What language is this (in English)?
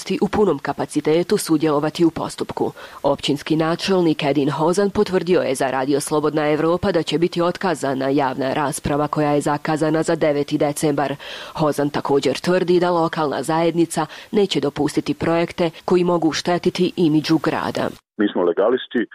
Bosnian